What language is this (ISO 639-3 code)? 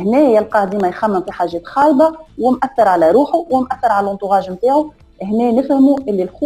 aeb